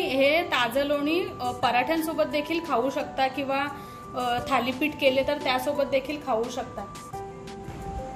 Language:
Marathi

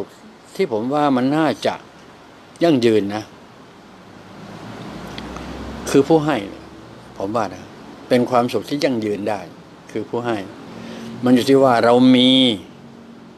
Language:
Thai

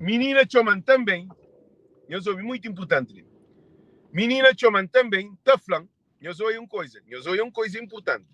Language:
Kabuverdianu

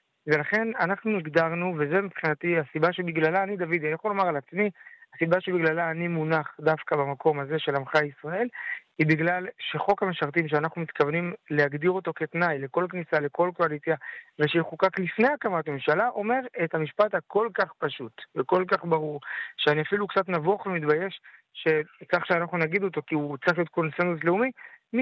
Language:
Hebrew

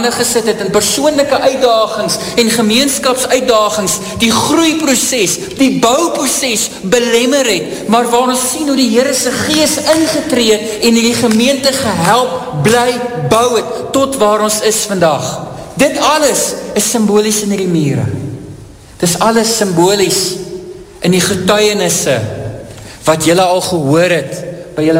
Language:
Afrikaans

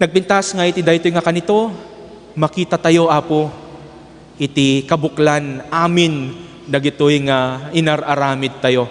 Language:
Iloko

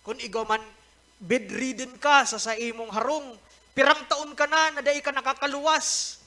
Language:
Bikol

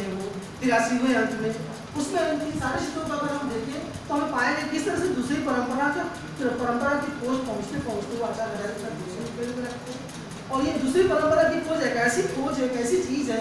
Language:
Hindi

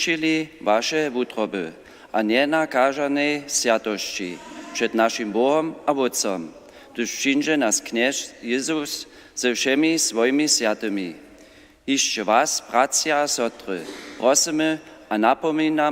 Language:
Upper Sorbian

